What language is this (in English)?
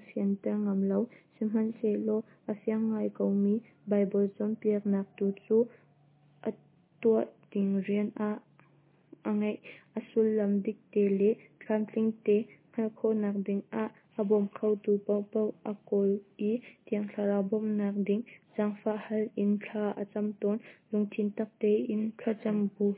Hakha Chin